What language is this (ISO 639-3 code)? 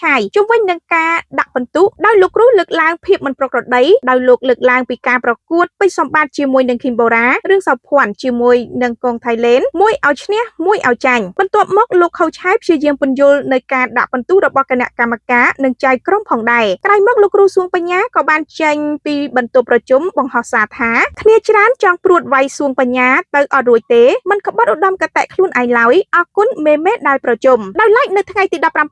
khm